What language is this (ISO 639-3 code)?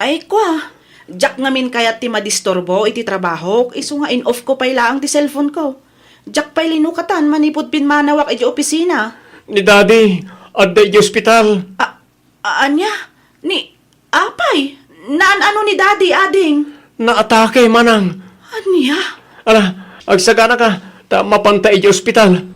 ilo